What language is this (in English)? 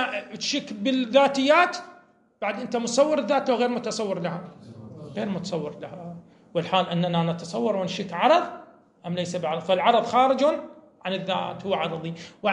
Moroccan Arabic